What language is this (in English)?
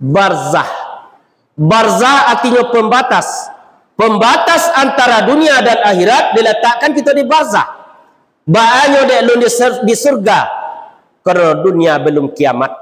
Minangkabau